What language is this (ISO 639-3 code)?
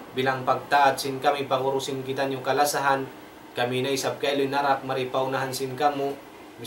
tsg